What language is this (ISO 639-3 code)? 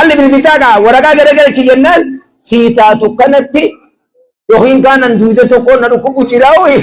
orm